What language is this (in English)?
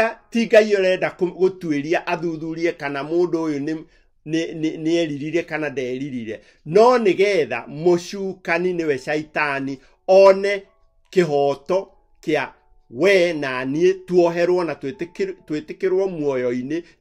Kikuyu